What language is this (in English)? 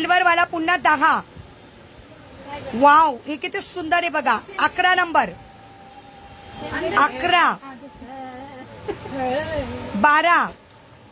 Marathi